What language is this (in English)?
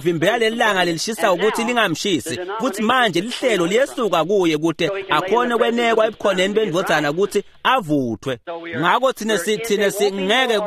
Swati